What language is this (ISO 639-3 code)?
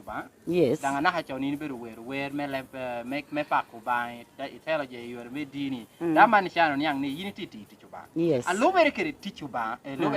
laj